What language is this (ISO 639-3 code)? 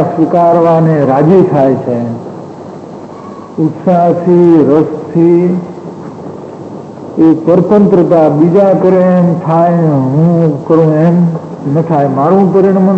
guj